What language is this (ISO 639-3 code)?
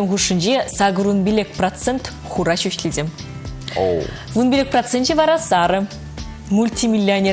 chv